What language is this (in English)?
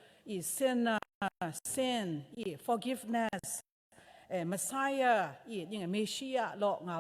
Kachin